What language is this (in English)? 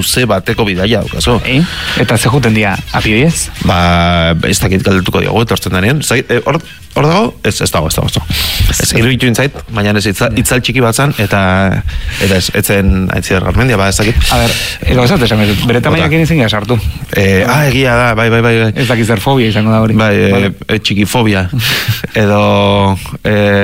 Basque